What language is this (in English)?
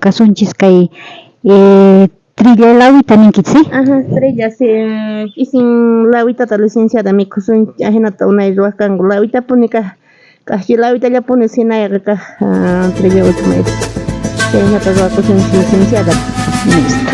South Bolivian Quechua